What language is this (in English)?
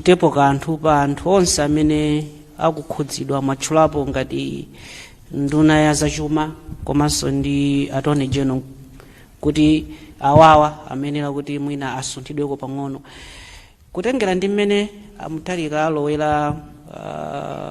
Nyanja